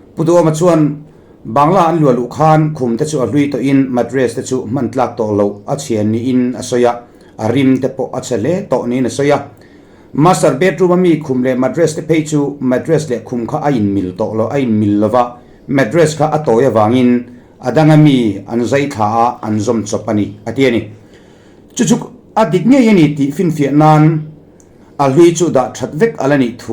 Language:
Mizo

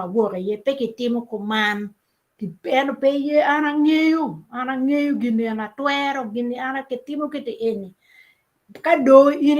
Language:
Acoli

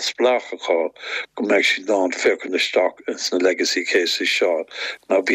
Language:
Irish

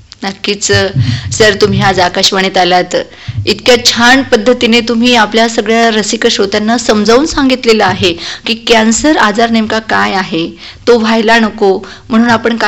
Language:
Marathi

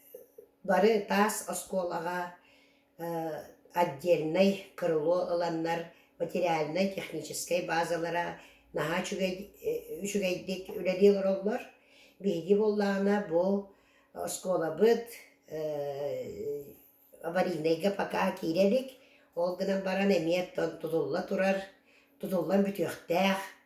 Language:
Yakut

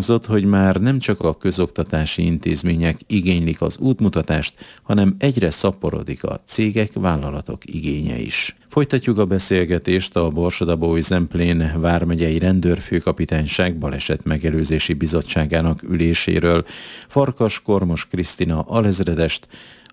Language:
Hungarian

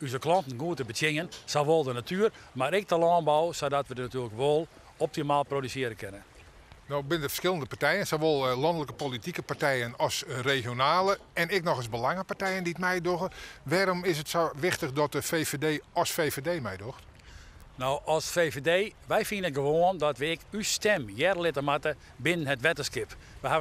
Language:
Western Frisian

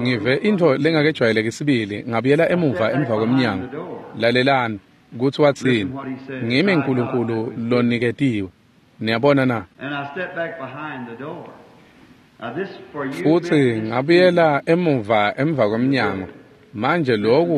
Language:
Swati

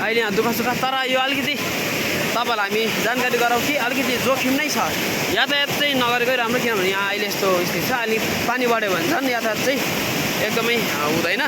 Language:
Nepali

